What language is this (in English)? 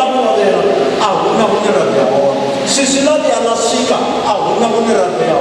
Venda